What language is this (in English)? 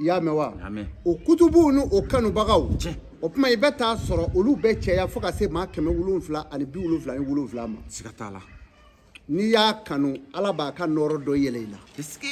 Bambara